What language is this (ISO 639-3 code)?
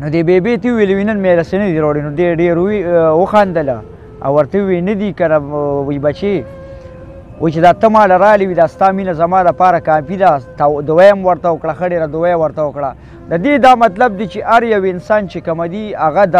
pus